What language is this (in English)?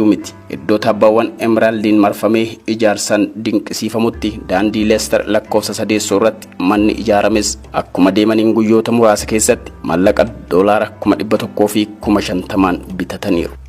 Oromo